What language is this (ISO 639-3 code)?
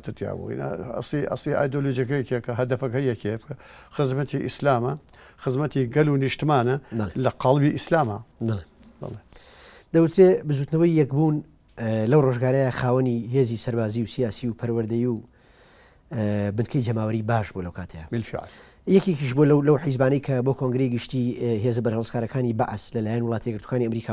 ckb